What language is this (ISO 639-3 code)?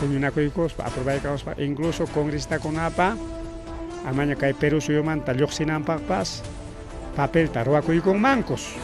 quy